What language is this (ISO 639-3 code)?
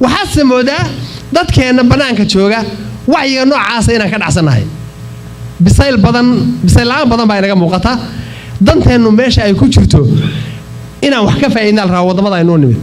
som